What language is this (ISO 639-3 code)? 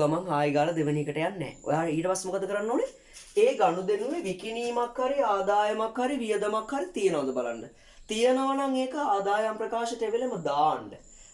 sin